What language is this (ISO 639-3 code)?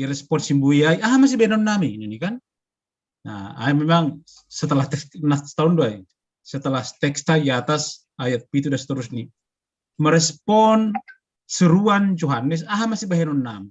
bts